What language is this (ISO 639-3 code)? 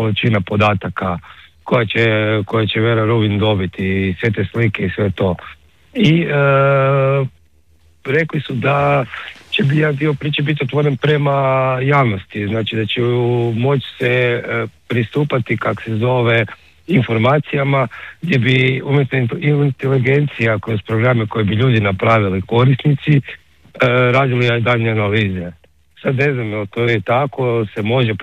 hrv